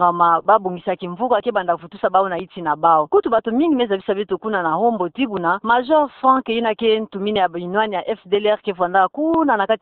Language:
Kituba (Democratic Republic of Congo)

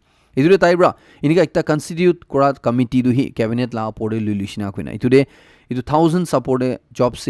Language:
Naga Pidgin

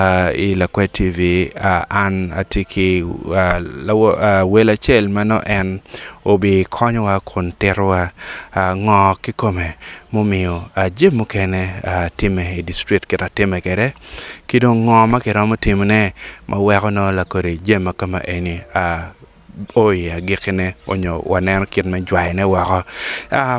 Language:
Acoli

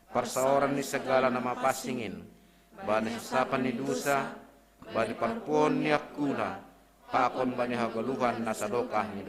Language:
Batak Simalungun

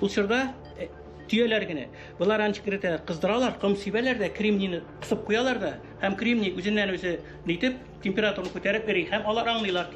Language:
Tatar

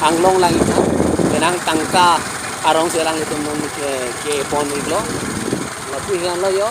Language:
Karbi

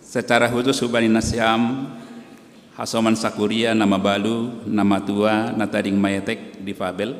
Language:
Batak Simalungun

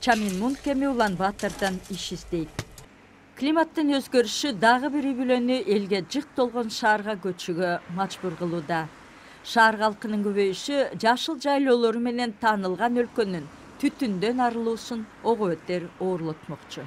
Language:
Kyrgyz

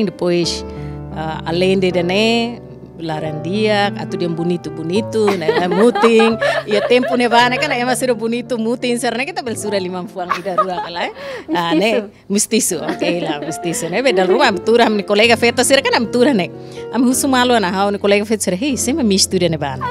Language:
Tetum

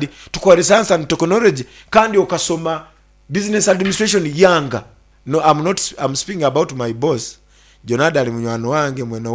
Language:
Nyankole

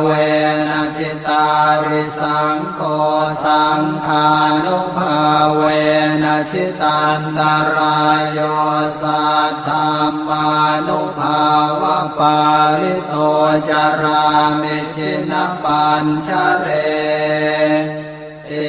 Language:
Pali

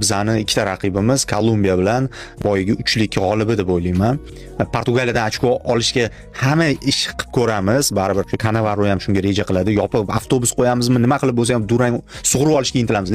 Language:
Uzbek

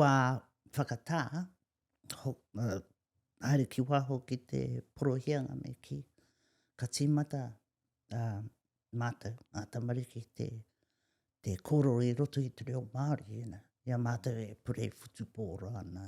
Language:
Māori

